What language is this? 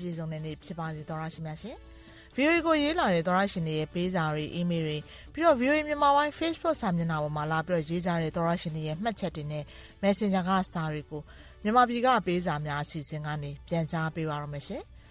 Burmese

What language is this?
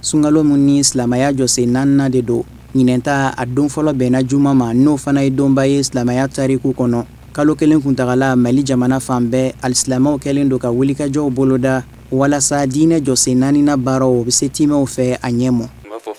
Bambara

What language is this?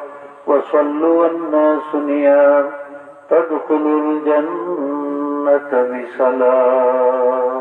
Sylheti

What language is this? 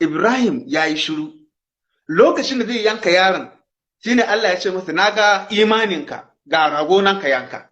Hausa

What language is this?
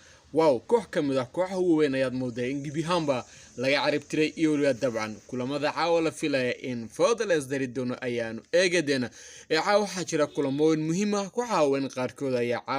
Somali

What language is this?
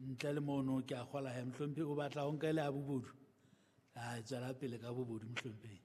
Southern Sotho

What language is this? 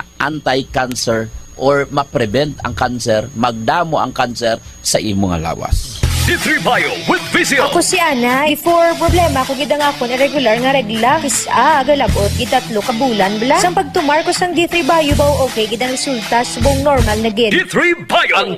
Hiligaynon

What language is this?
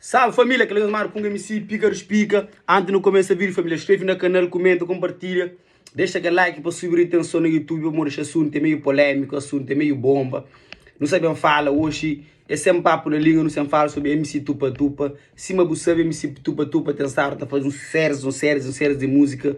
Kabuverdianu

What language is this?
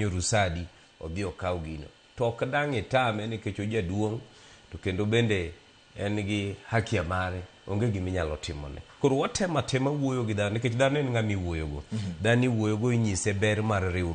Luo (Kenya and Tanzania)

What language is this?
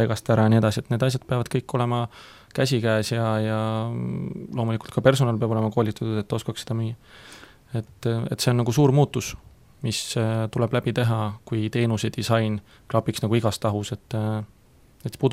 Estonian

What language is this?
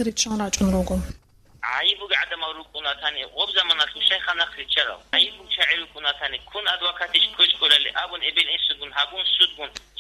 Avaric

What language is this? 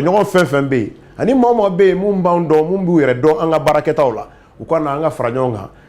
Bambara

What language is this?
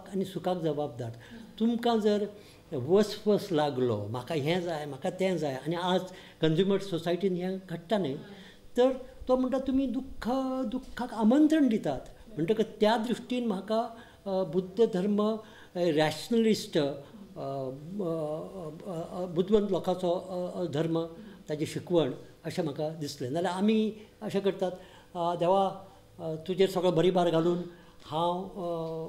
Konkani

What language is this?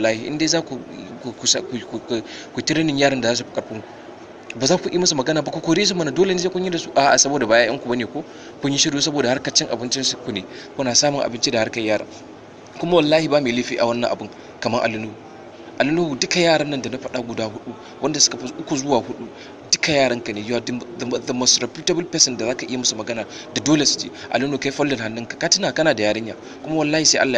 Hausa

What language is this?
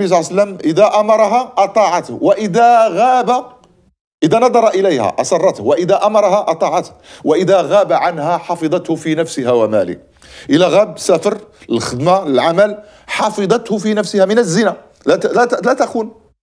Moroccan Arabic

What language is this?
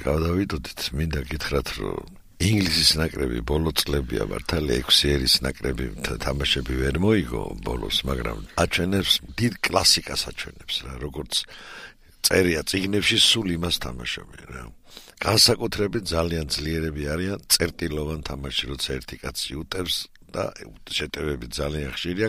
Georgian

